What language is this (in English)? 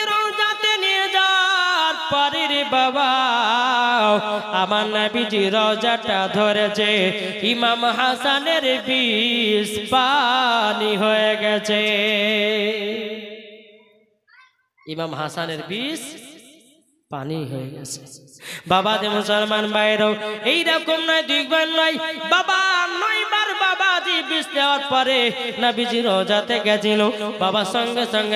Bangla